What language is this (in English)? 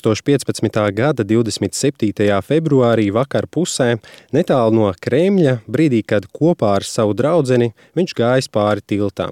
Latvian